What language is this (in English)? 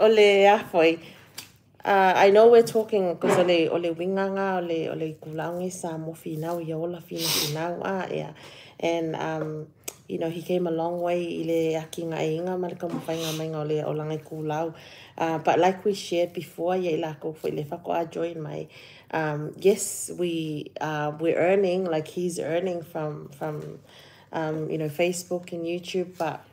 Samoan